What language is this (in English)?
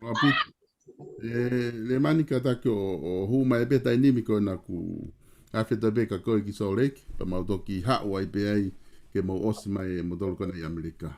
Tongan